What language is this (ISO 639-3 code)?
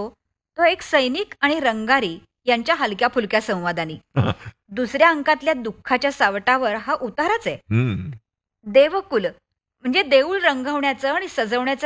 mar